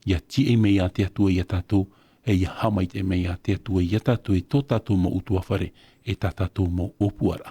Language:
Tahitian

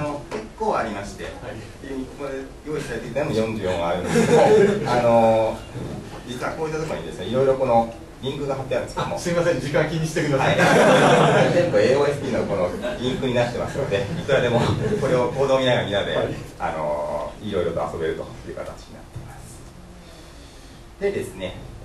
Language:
Japanese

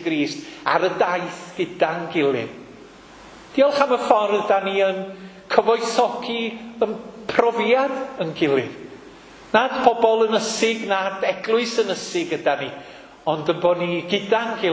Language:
Welsh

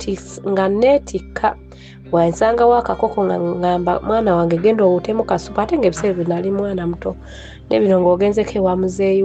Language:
Ganda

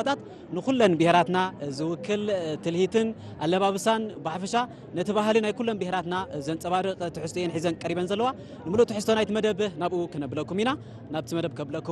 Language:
Tigrinya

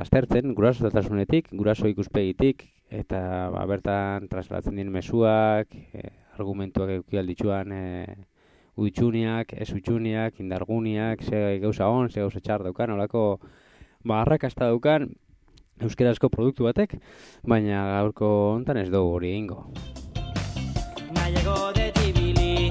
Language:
Basque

